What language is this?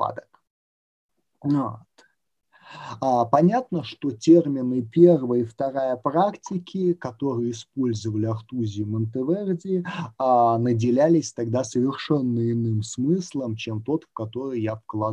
Russian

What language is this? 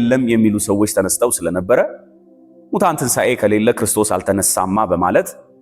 Amharic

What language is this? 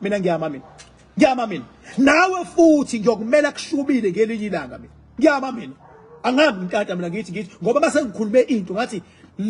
Zulu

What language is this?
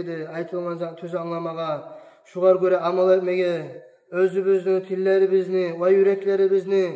Kumyk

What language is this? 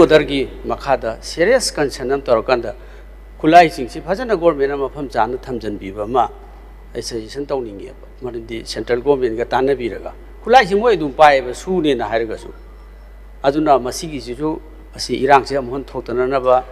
Manipuri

